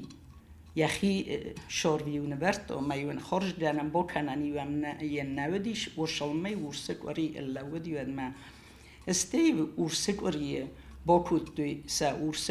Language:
Ossetic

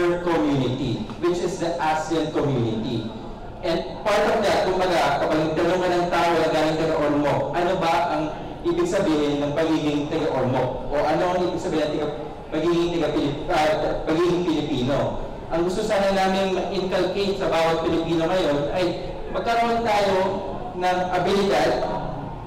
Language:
Filipino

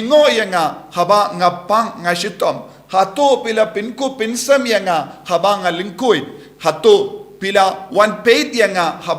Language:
Khasi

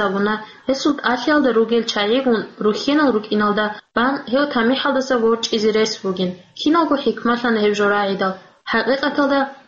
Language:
Avaric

